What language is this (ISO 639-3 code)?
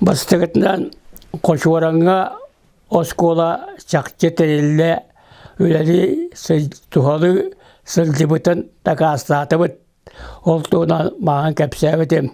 sah